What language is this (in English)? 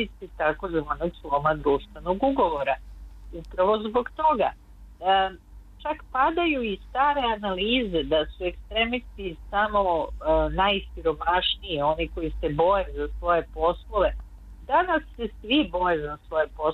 Serbian